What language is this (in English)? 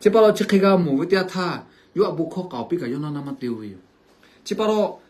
Lahu